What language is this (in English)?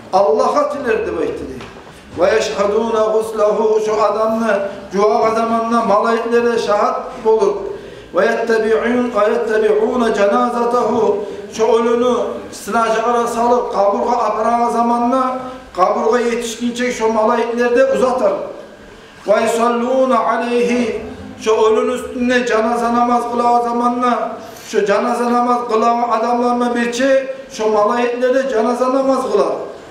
Kumyk